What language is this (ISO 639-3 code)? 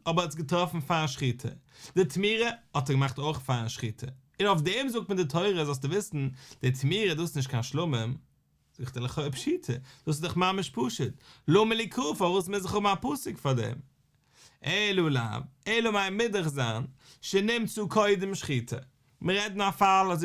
yid